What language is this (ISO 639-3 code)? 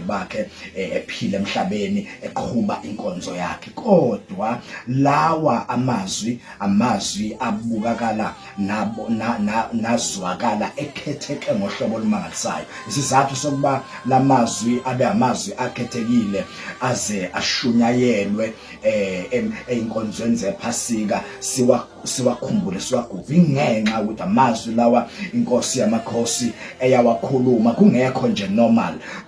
zul